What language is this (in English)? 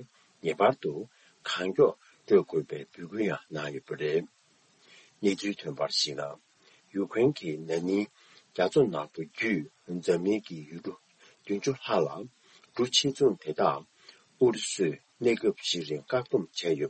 Tibetan